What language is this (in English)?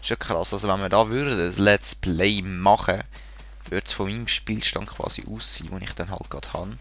Swiss German